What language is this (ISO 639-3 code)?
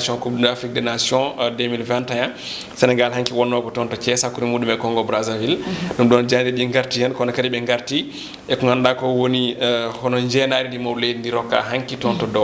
ful